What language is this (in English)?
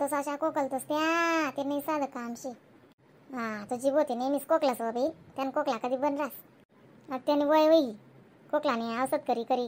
Khandesi